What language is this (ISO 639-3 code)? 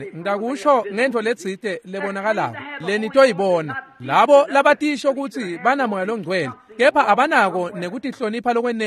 ssw